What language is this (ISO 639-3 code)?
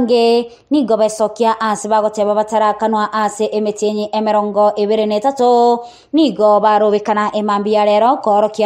guz